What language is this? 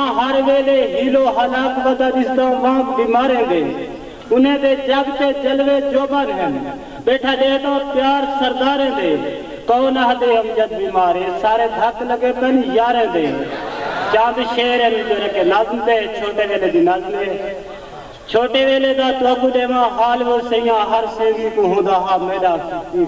Saraiki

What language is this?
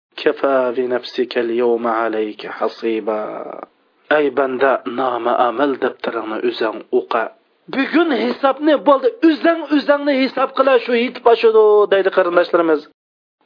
Uyghur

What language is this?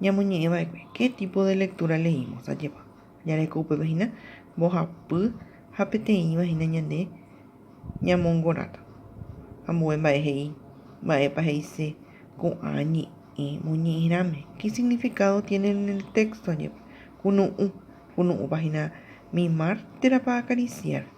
Guarani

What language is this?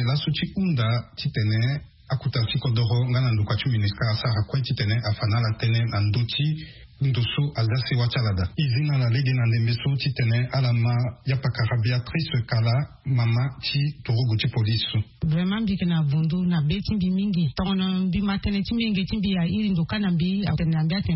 Sango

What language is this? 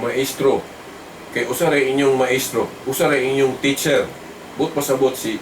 Cebuano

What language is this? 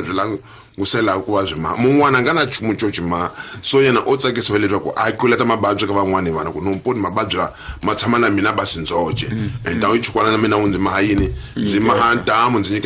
Tsonga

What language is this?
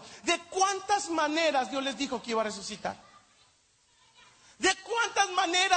Spanish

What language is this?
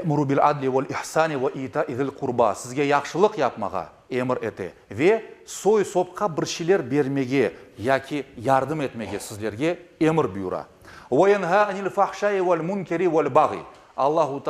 Crimean Tatar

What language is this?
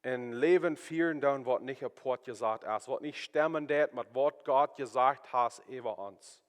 Plautdietsch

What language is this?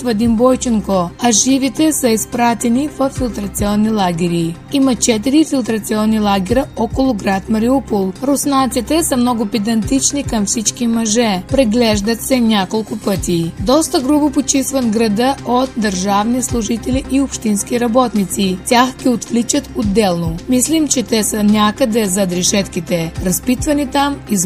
Bulgarian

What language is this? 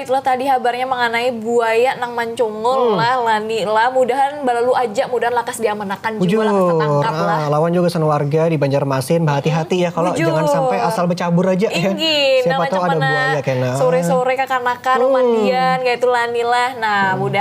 Banjar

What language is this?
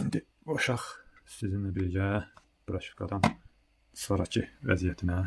Azerbaijani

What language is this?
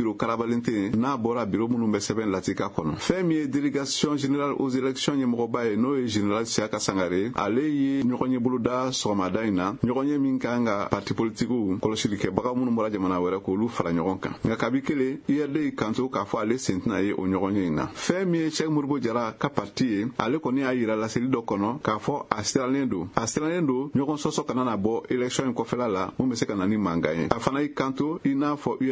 Bambara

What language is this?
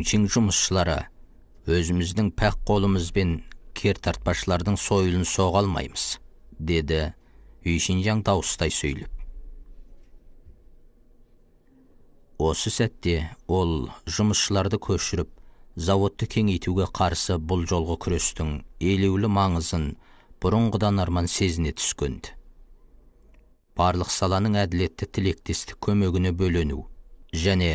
Kazakh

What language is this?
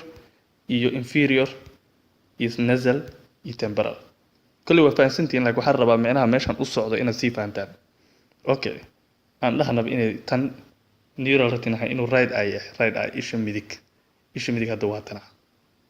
Somali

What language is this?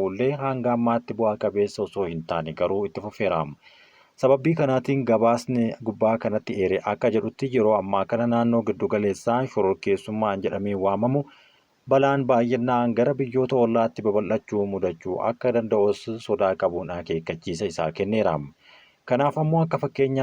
Oromo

